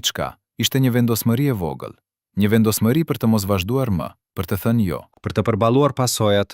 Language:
Albanian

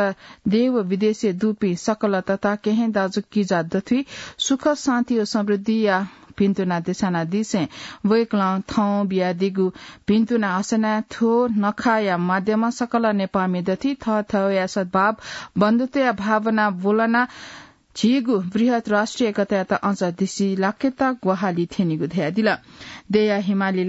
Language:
Newari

